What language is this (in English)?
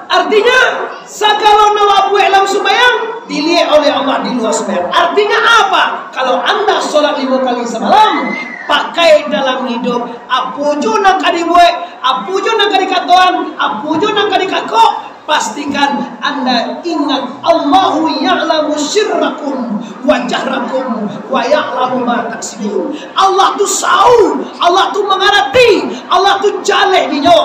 Minangkabau